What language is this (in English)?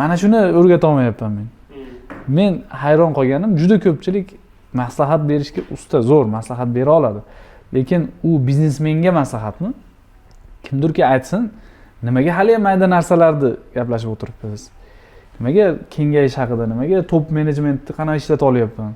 Uzbek